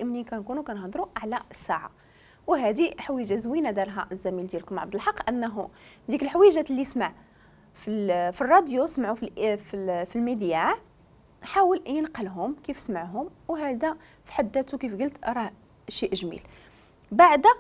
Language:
Moroccan Arabic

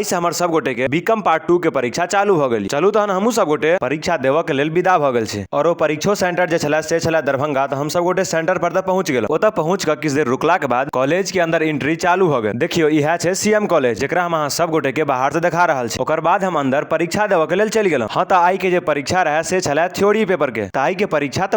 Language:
Maithili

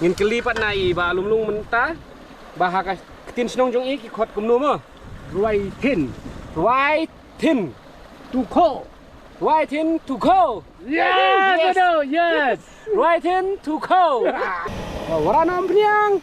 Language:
Khasi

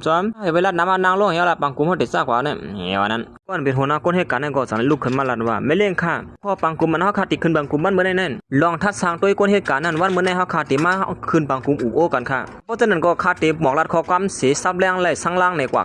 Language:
Shan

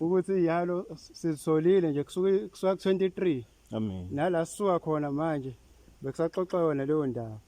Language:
Zulu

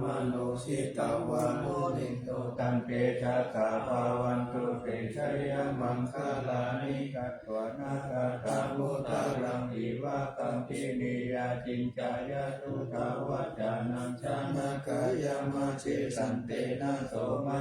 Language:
Pali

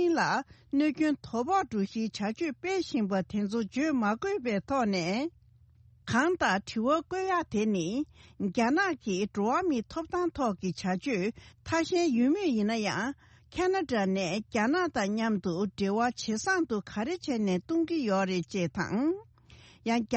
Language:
Tibetan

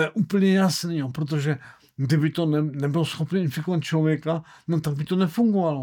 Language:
Czech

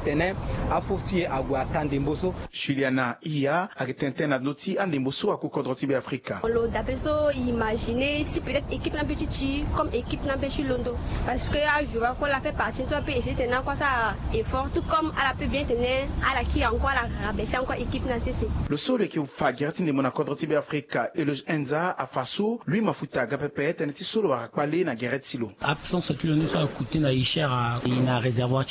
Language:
Sango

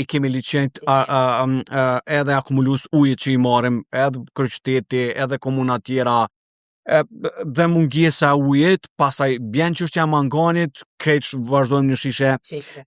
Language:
Albanian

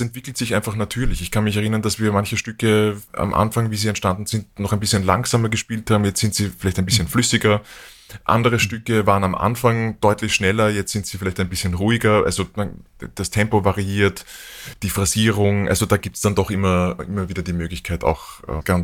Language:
German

